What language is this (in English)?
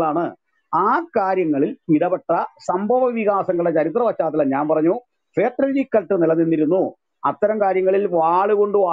Malayalam